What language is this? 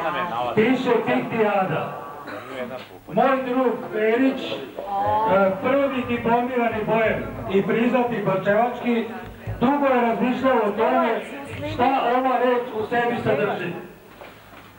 Serbian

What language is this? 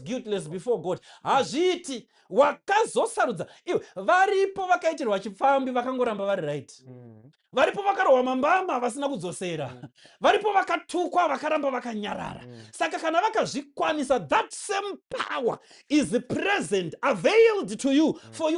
Shona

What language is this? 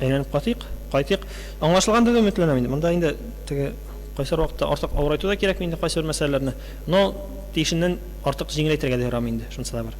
Tatar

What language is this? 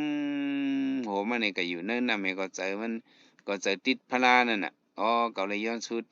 Shan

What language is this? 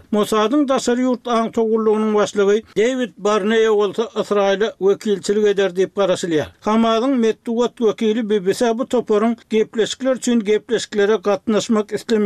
Kyrgyz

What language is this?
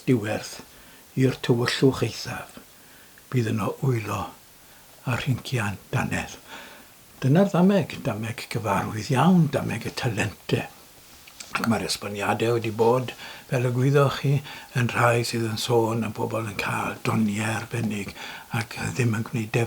Welsh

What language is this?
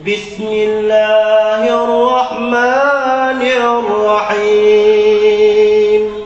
Achinese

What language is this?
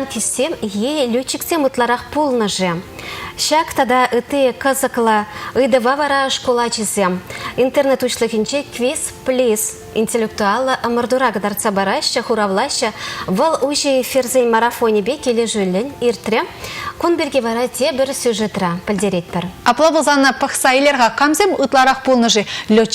Chuvash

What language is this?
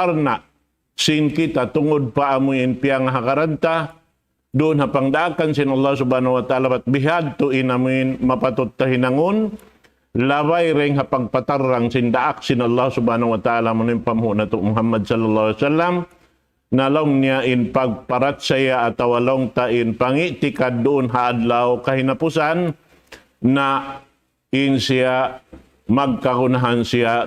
Tausug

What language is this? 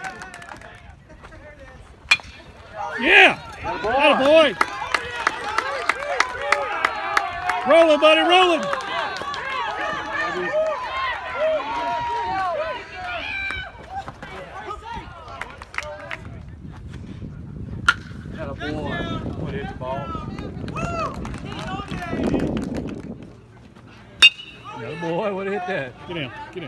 English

